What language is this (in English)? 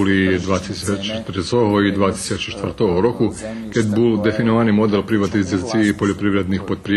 Rusyn